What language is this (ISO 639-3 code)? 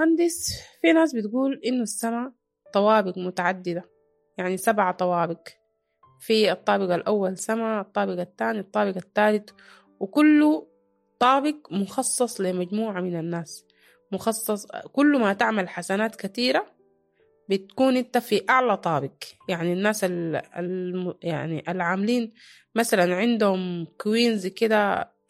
apd